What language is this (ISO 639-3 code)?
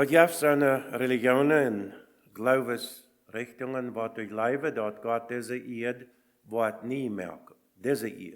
pdt